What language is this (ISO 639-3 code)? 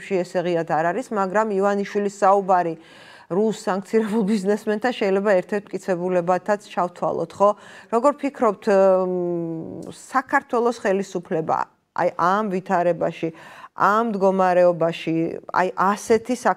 kat